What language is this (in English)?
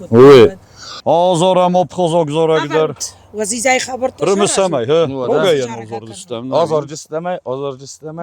Ossetic